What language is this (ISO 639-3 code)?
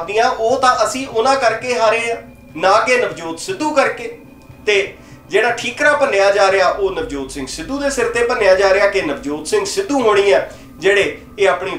pan